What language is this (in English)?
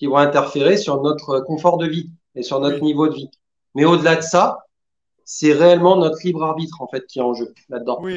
French